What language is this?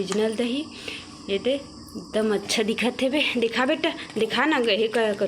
Chhattisgarhi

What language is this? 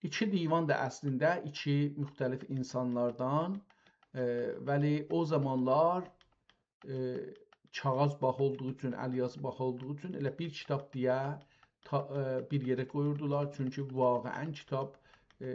South Azerbaijani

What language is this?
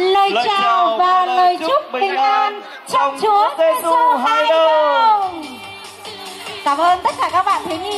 Vietnamese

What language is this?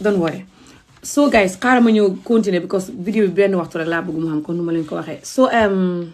Wolof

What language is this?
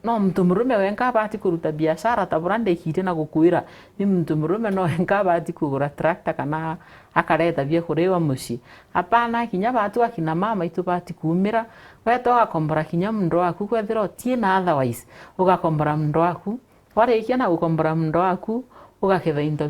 Meru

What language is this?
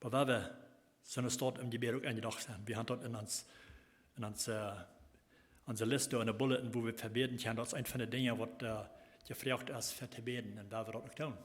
Plautdietsch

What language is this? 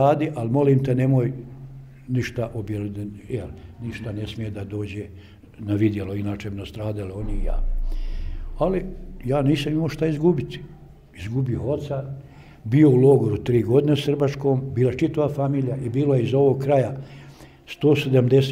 Bosnian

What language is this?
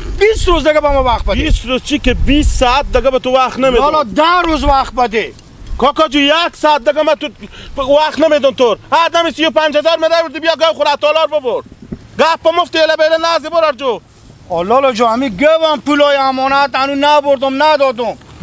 Hazaragi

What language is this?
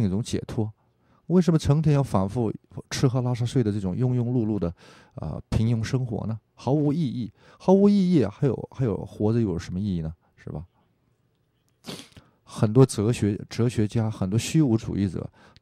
Chinese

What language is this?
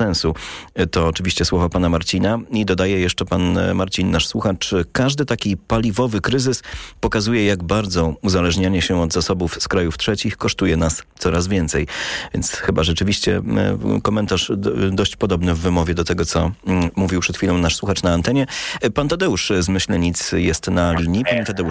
Polish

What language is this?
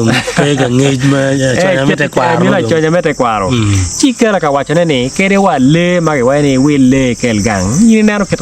Acoli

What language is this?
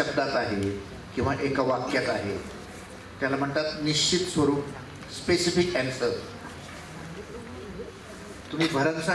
Marathi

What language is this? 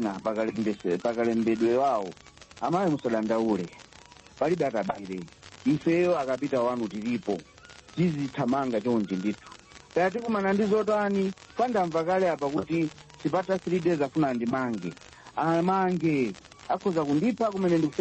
Nyanja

